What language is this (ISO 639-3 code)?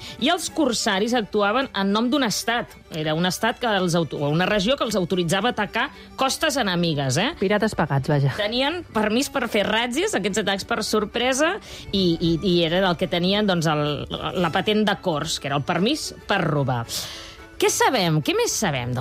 cat